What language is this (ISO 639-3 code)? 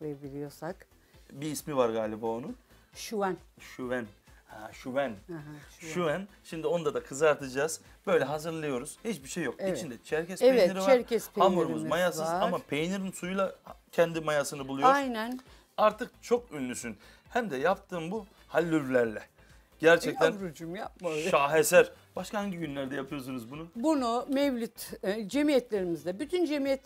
tur